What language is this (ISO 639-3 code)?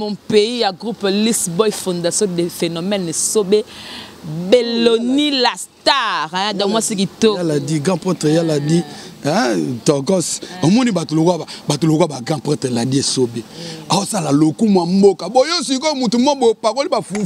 lin